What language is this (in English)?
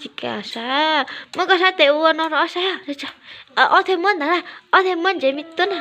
Hmong